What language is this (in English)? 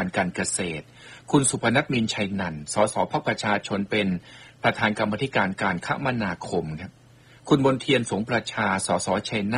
Thai